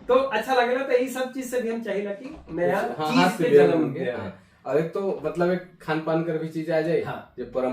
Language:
Sadri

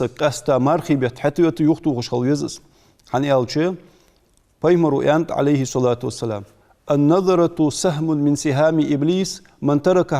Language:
Ingush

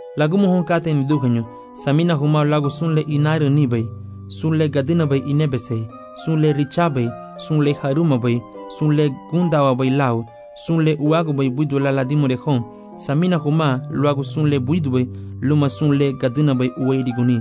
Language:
Garifuna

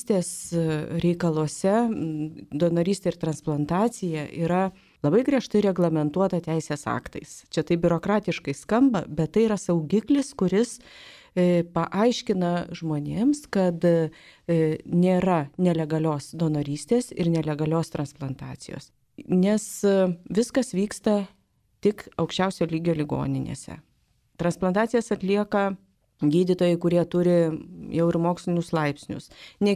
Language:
Lithuanian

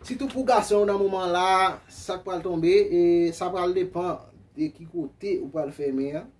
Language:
Haitian Creole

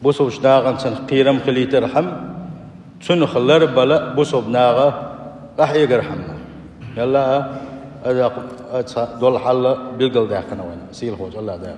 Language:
Chechen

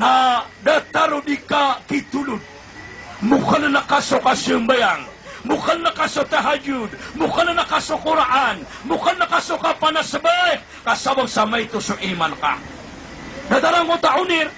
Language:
Maranao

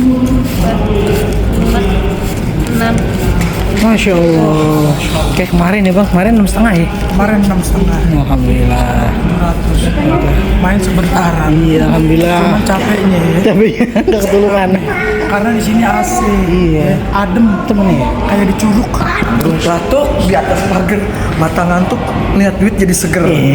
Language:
Betawi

